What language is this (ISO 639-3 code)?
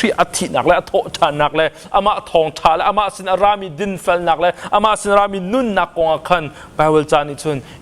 cnh